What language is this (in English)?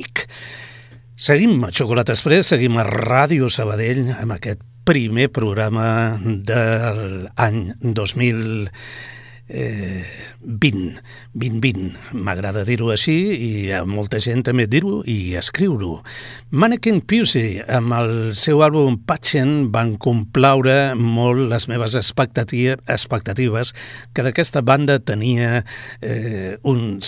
Catalan